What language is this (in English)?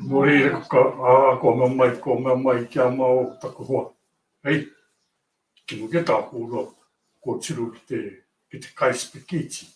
Māori